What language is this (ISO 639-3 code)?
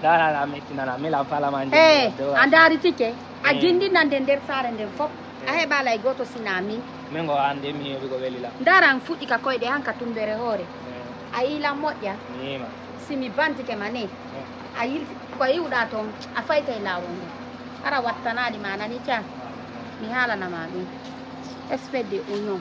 ful